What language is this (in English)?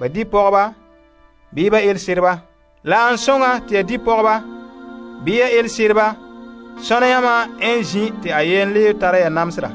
Frafra